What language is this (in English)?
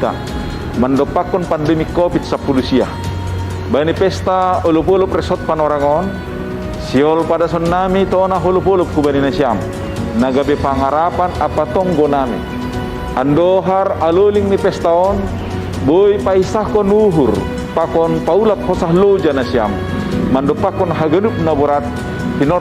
Batak Simalungun